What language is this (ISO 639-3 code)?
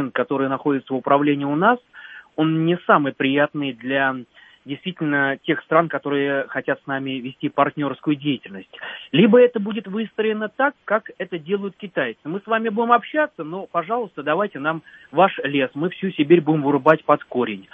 rus